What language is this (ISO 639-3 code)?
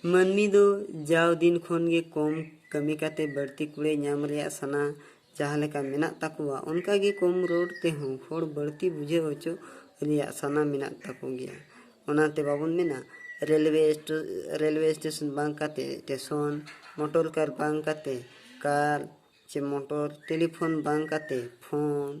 sat